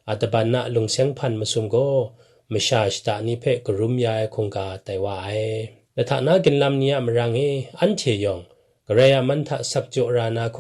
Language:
Kachin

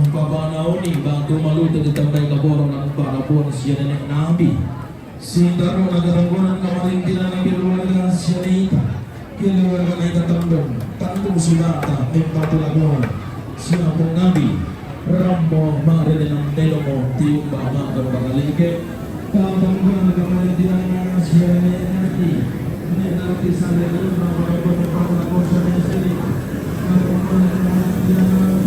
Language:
Toraja-Sa'dan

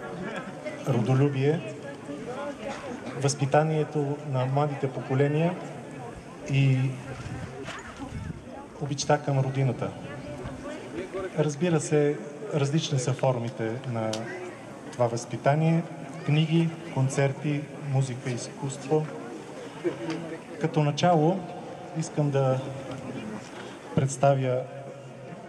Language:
Bulgarian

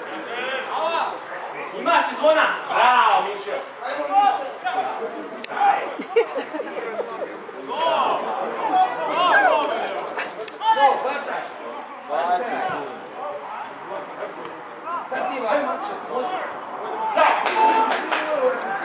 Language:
Croatian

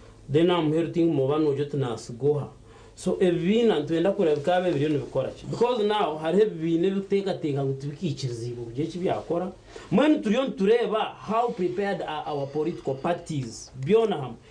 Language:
Nyankole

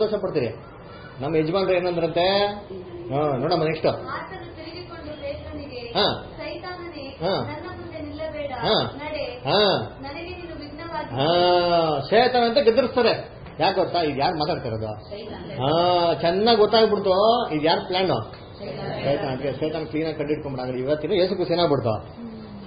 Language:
Kannada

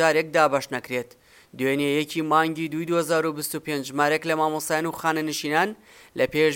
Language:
Central Kurdish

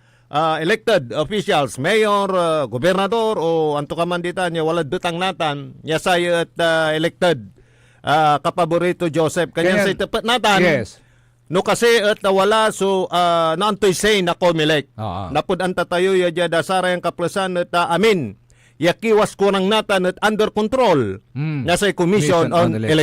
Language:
Pangasinan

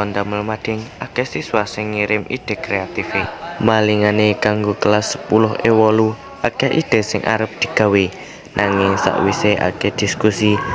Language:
Javanese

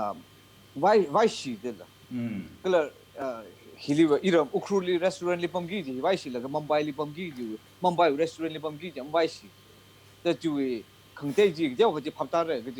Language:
Tangkhul Naga (India)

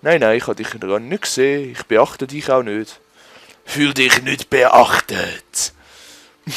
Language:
Swiss German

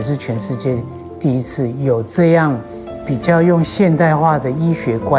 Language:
Chinese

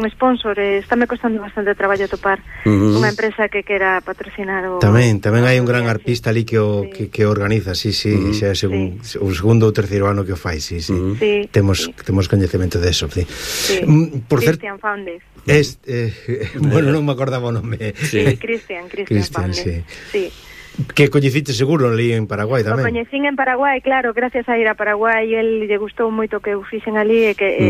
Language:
Galician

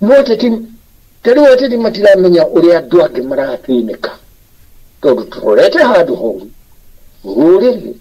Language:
Kikuyu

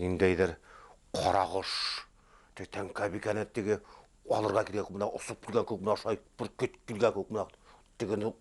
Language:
Bashkir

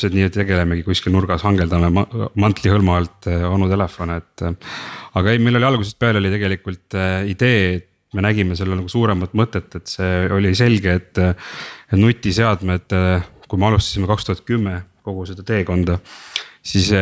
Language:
Estonian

